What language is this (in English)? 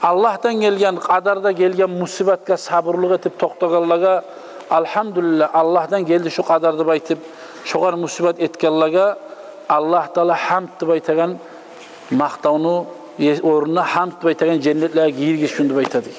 Kumyk